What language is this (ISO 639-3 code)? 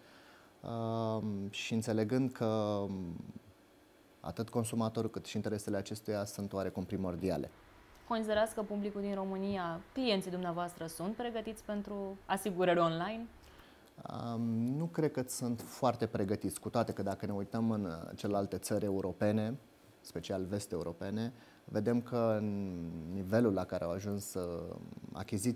ron